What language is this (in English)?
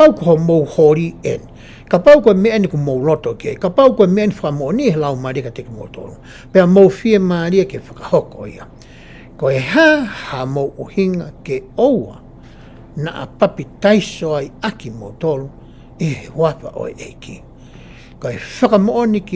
Tongan